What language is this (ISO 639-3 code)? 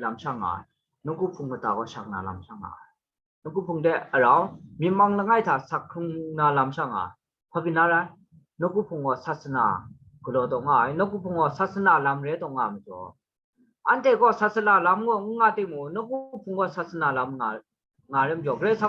kac